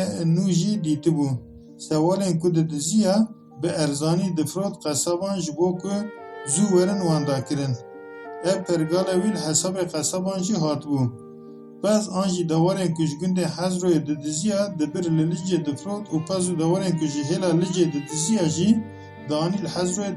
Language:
Kurdish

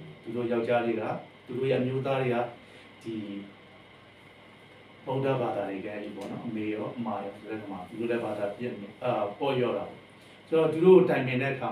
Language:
Burmese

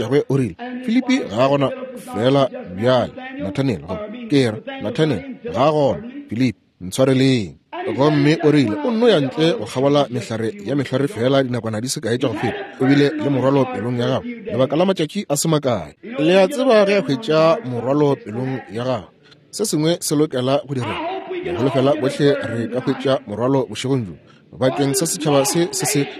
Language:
Northern Sotho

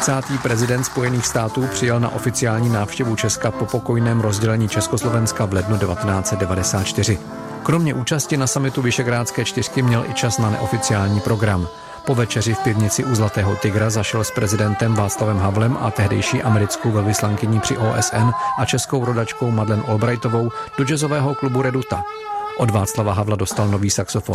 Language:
Czech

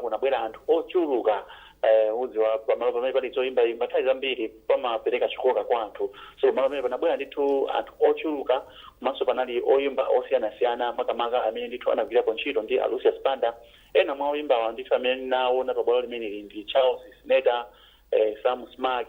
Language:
Nyanja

